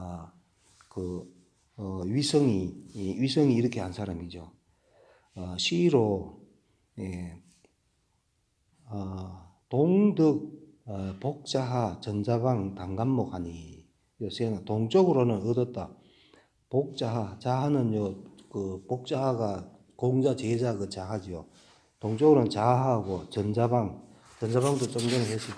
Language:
Korean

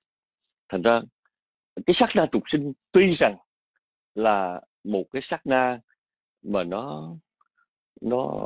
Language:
Vietnamese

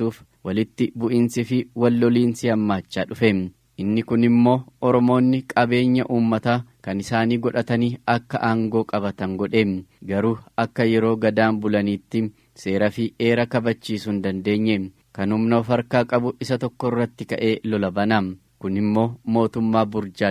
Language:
Oromo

